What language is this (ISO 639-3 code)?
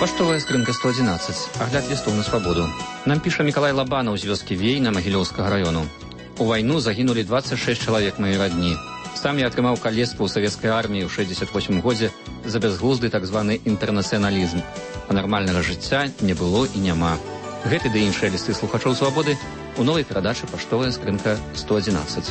bel